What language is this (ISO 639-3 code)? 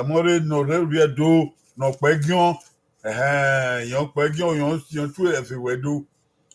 bin